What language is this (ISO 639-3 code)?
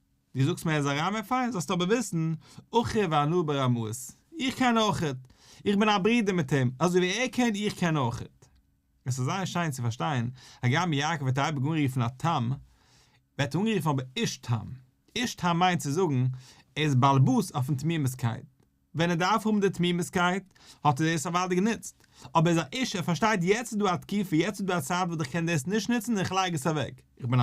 yid